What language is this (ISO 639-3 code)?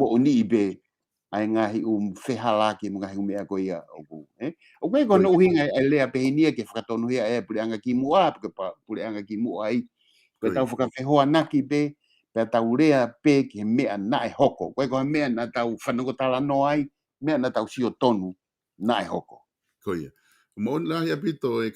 ton